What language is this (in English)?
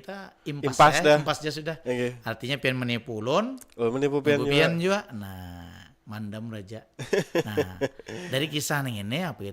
Banjar